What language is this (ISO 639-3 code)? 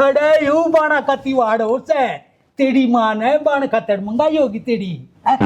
bgc